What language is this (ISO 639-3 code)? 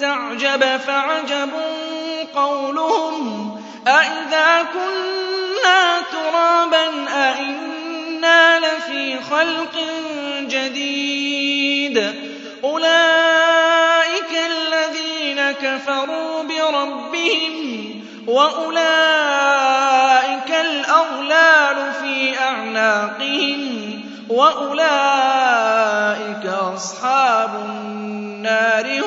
ara